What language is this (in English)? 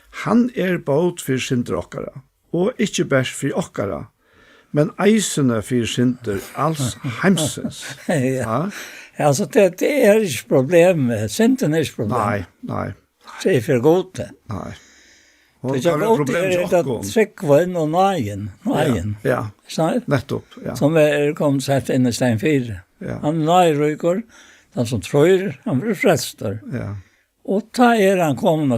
Faroese